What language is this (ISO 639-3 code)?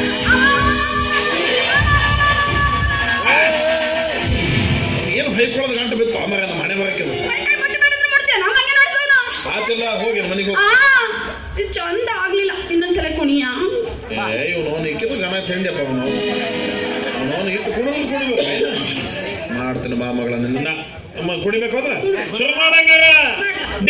kan